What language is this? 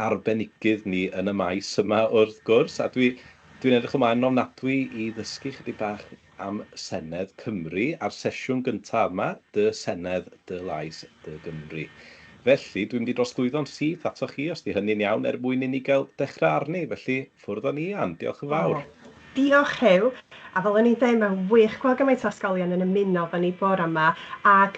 Welsh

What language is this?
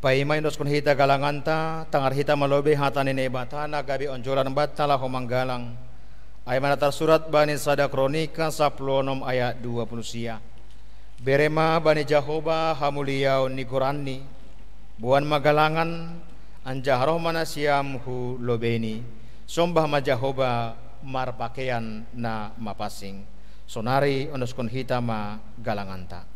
Batak Simalungun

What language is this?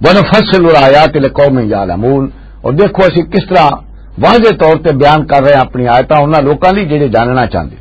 Western Panjabi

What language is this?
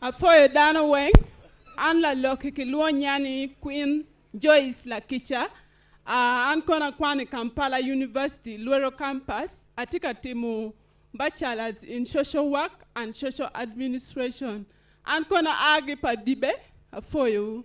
Acoli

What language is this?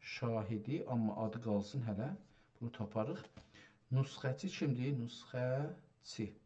South Azerbaijani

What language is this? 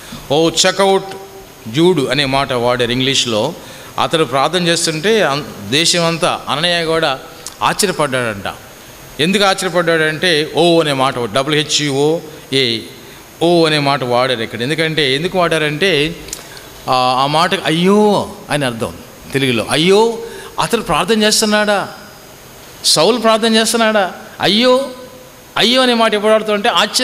Telugu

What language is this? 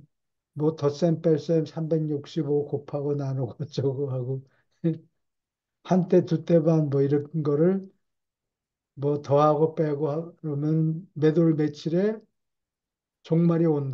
Korean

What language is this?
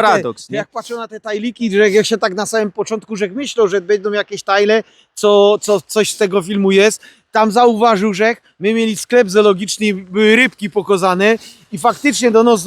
Silesian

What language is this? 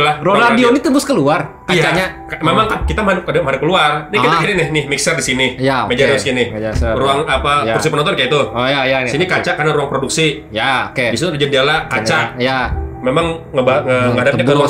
Banjar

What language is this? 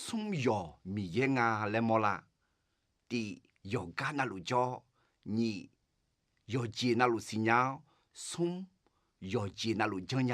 Akha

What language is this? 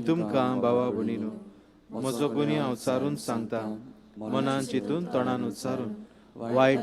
Konkani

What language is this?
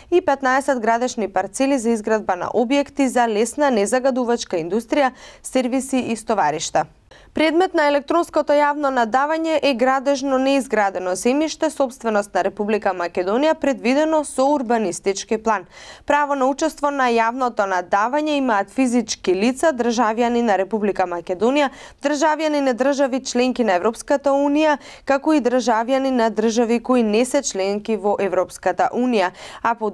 Macedonian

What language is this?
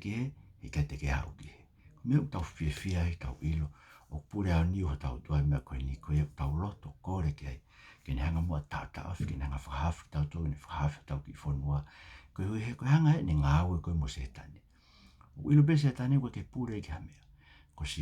Tongan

